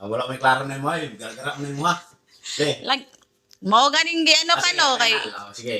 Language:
Cebuano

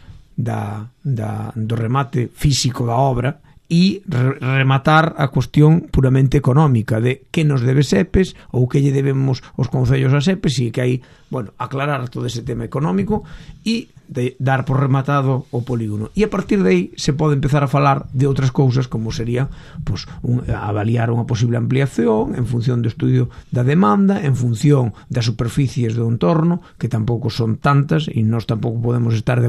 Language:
Galician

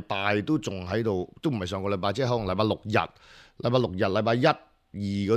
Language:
Cantonese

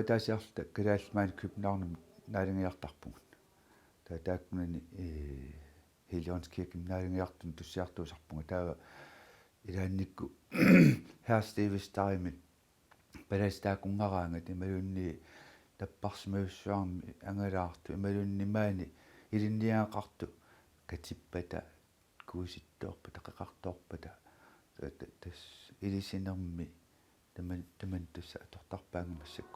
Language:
Kalaallisut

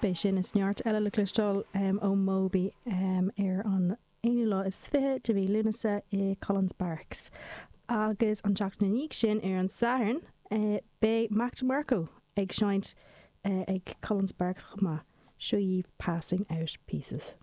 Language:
Irish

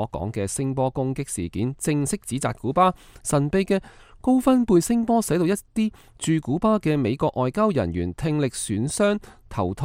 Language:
Cantonese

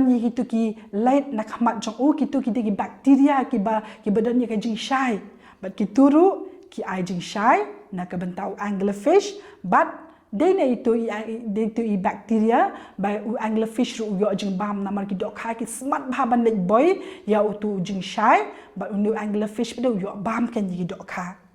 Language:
Khasi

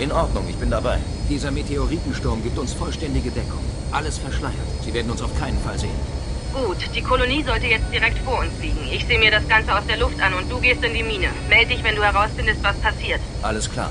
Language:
Bavarian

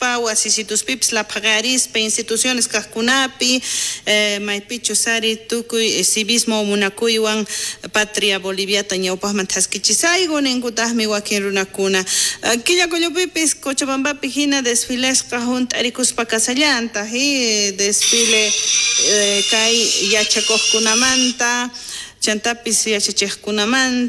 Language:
South Bolivian Quechua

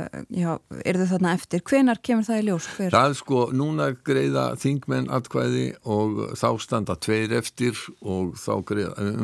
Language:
Icelandic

